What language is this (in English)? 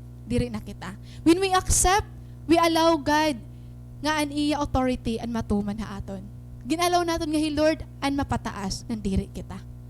Waray